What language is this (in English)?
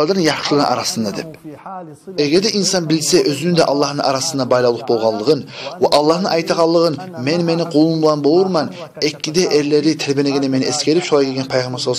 Kumyk